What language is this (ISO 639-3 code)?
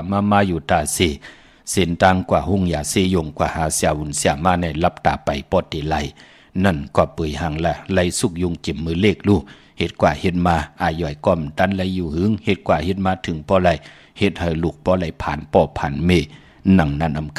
shn